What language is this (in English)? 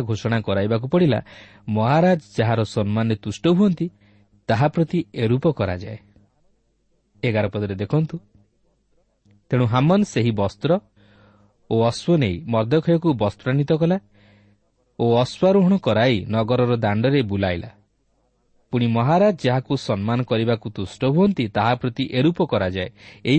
Odia